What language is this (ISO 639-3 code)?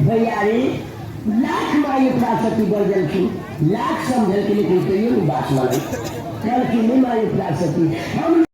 mai